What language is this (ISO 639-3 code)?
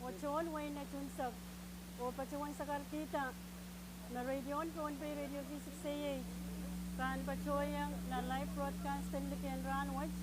pon